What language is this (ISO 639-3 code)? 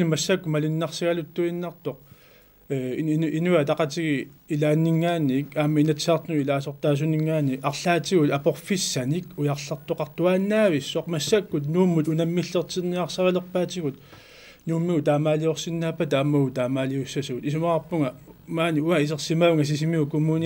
kal